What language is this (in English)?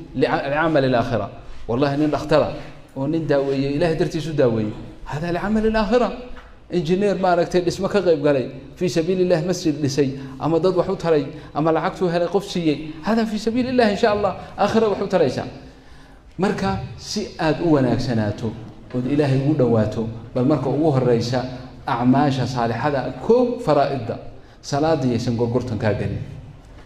Somali